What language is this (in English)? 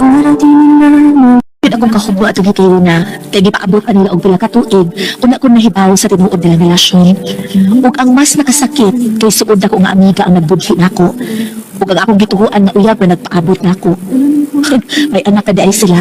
Cebuano